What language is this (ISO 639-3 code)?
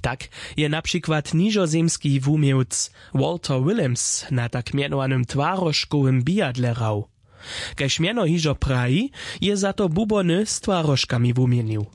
hsb